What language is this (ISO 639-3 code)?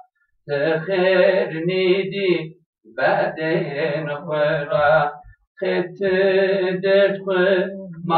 zza